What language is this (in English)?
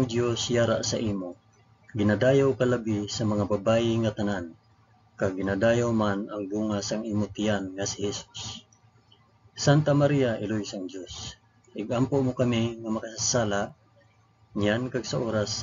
Hiligaynon